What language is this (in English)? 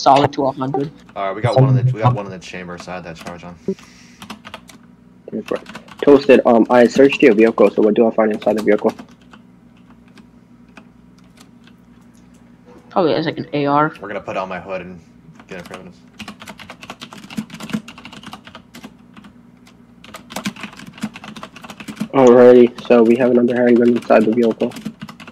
English